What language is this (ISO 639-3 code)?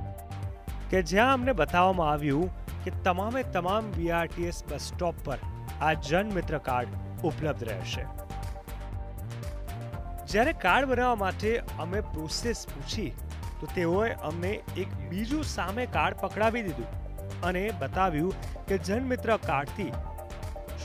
guj